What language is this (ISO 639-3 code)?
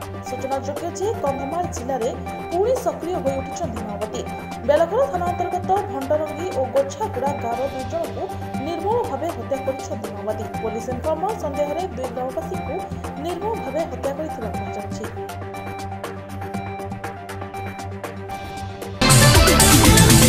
ori